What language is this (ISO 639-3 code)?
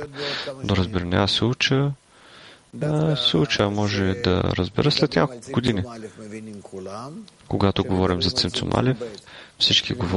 bul